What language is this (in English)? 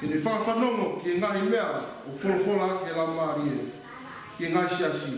Tongan